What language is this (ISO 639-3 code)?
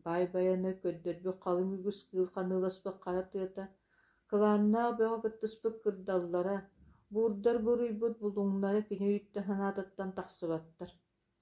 sah